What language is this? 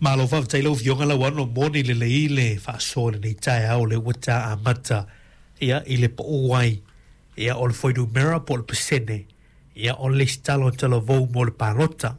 Samoan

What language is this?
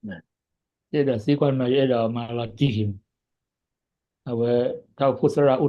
S'gaw Karen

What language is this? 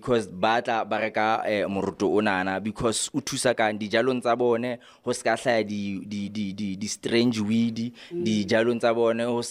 Southern Sotho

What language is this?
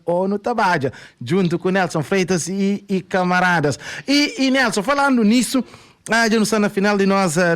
Kabuverdianu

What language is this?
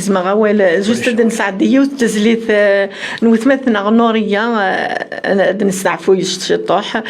Kabyle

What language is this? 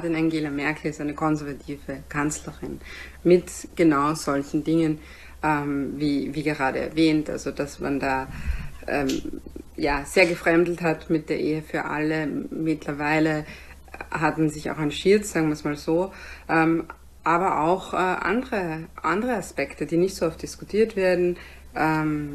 German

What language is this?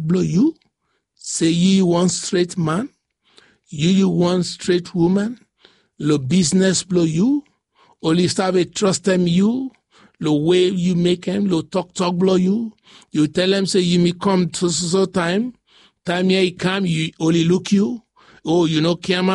Bislama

